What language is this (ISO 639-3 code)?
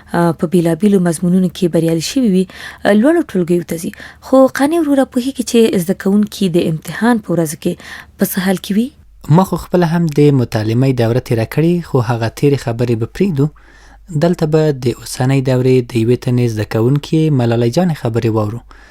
pus